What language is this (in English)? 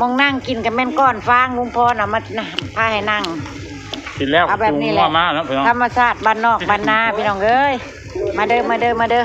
Northeastern Thai